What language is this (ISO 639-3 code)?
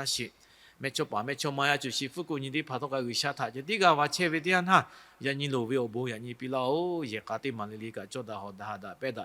lhu